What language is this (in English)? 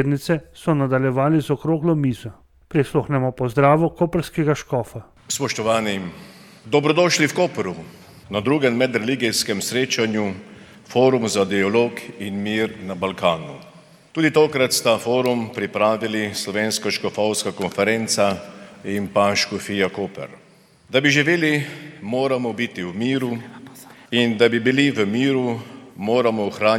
Slovenian